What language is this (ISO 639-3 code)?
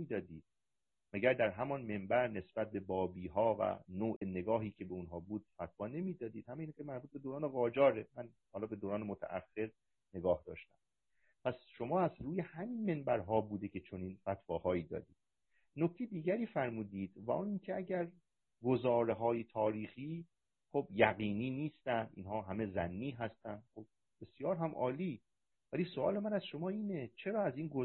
fas